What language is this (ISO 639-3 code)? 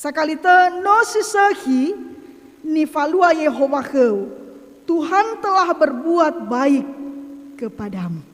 nia